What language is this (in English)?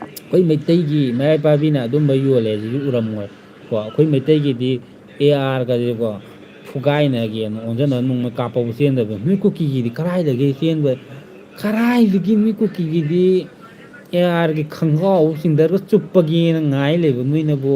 Manipuri